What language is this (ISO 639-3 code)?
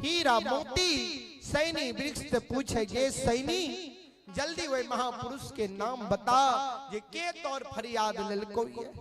mai